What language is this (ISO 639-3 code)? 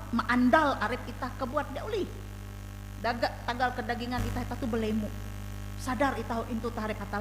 nij